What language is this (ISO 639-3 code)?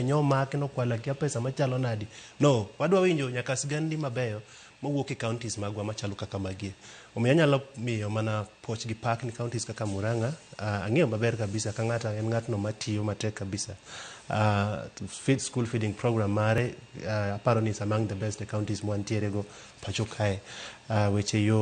luo